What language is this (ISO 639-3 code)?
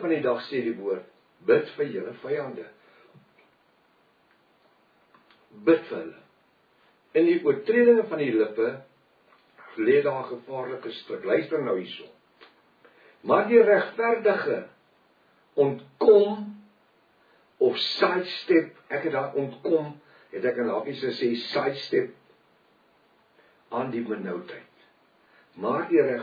afr